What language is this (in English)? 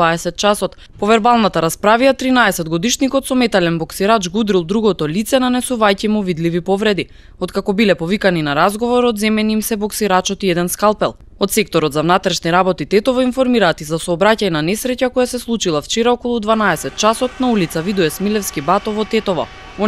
Macedonian